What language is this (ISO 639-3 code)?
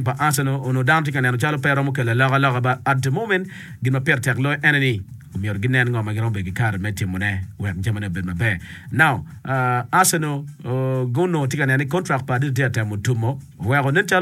ach